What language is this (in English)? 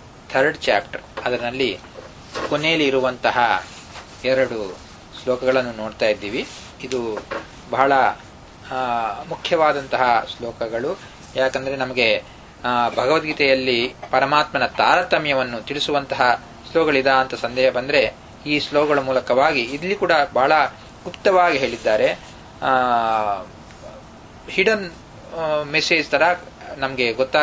Kannada